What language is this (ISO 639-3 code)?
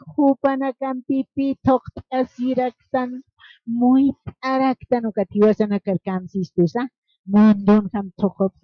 aym